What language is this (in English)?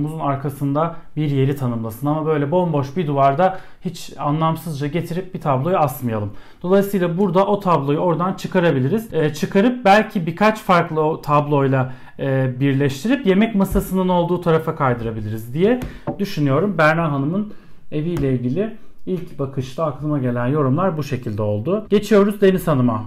Turkish